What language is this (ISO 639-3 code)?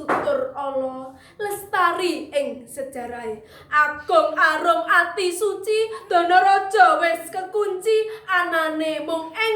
jav